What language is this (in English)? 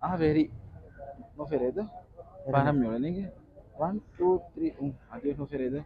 Divehi